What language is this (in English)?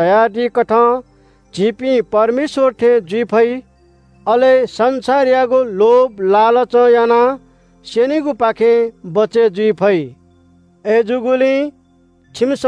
Newari